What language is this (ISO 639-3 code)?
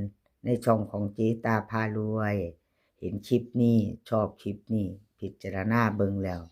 tts